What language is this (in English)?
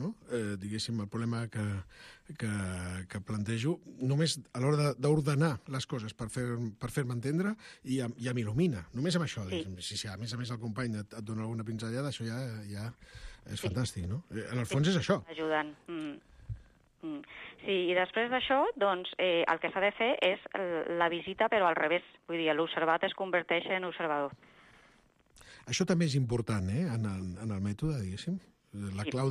Catalan